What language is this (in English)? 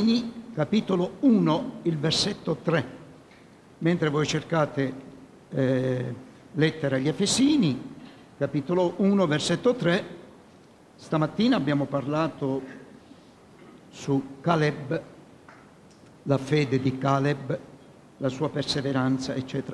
Italian